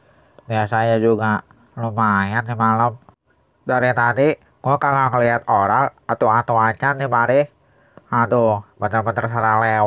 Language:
Betawi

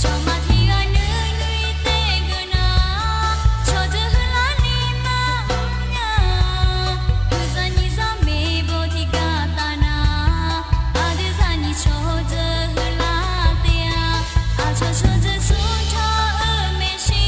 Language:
Akha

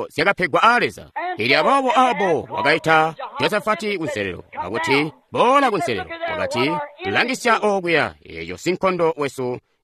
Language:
Tonga (Zambia)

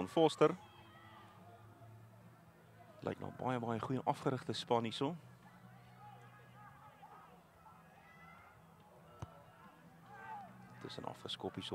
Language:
Afrikaans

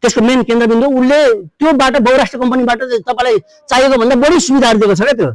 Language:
Nepali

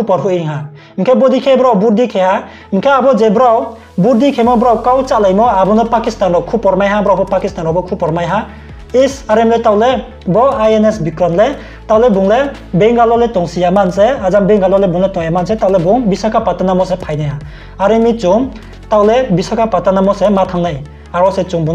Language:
Riang (India)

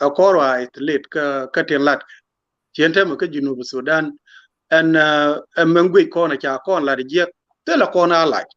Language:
Nuer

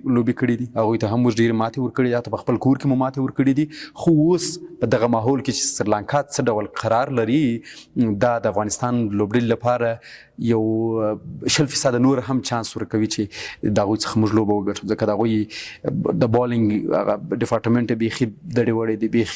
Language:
Pashto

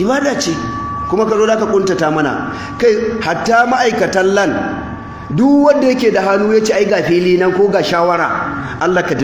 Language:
Hausa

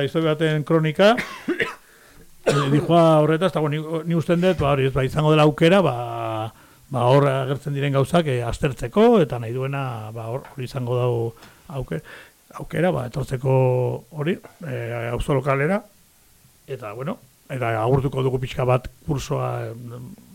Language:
Basque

